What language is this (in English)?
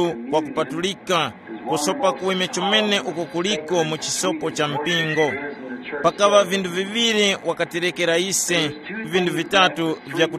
Tumbuka